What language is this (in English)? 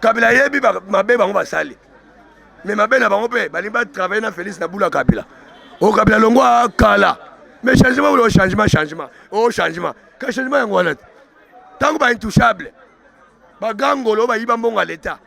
Lingala